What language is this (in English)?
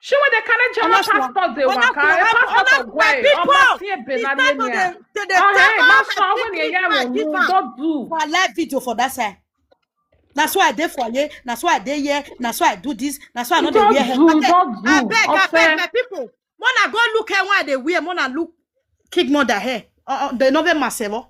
Nigerian Pidgin